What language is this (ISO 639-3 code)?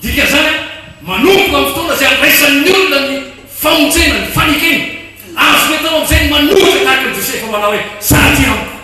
mlg